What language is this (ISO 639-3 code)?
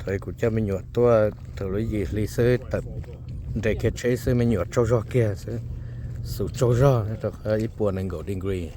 hmn